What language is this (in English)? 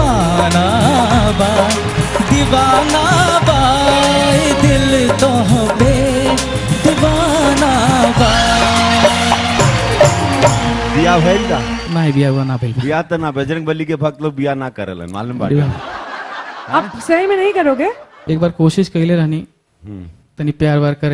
Bhojpuri